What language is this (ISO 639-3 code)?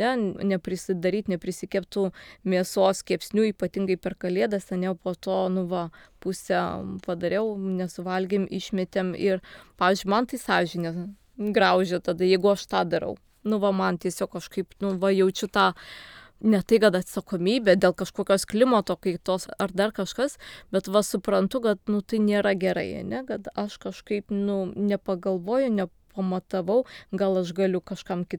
lit